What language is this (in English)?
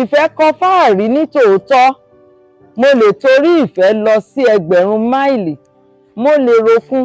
Yoruba